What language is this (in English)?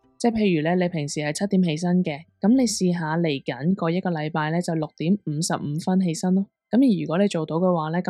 Cantonese